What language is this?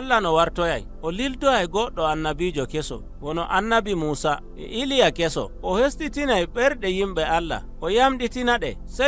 Nigerian Fulfulde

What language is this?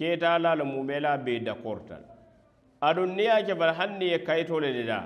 Mandingo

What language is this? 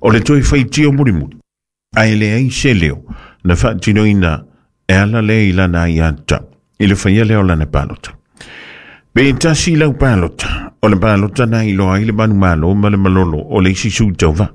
Samoan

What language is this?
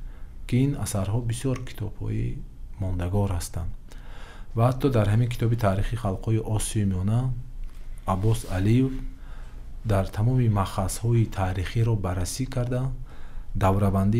Tajik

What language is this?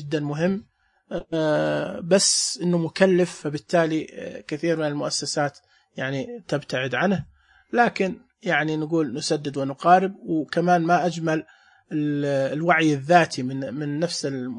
Najdi Arabic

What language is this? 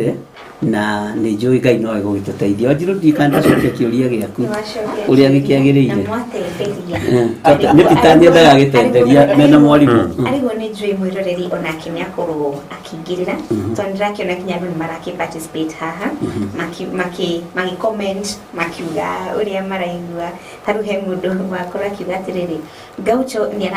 Kikuyu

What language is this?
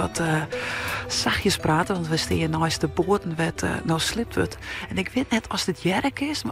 Western Frisian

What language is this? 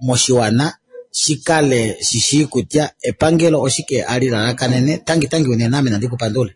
Kuanyama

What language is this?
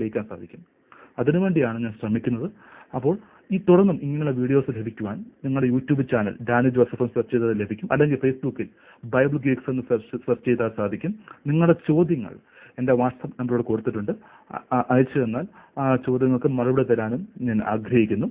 Malayalam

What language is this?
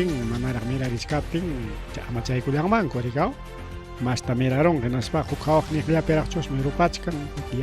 Ayacucho Quechua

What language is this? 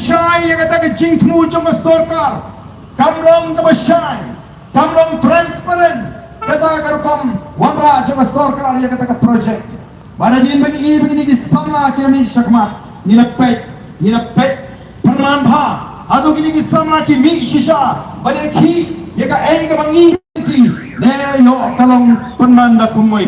Khasi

